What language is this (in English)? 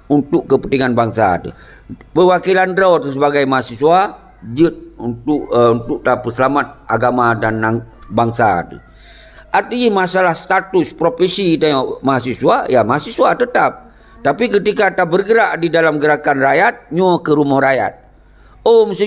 Achinese